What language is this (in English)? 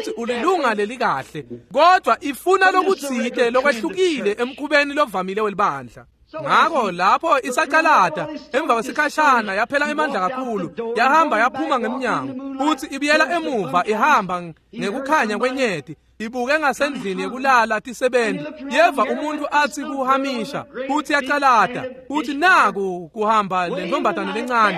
Swati